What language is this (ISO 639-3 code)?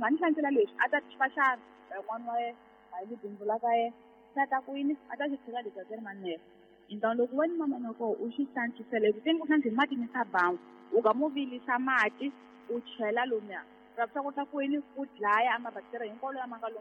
tso